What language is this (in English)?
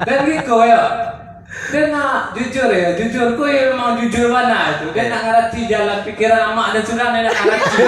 Minangkabau